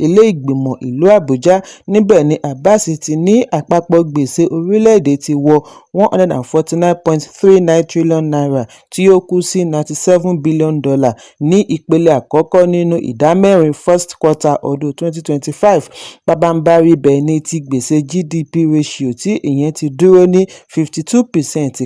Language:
Yoruba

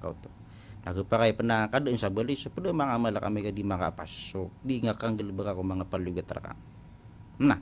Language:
Maranao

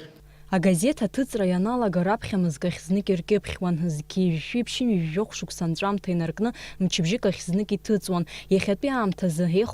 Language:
Abkhazian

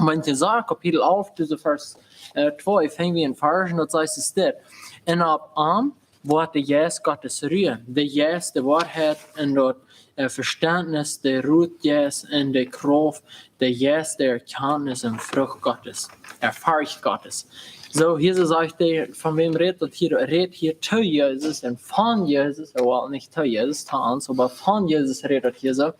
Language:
Plautdietsch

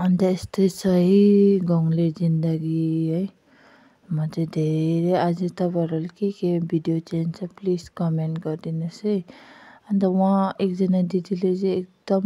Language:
Nepali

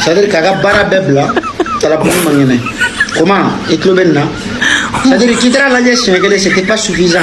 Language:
Bambara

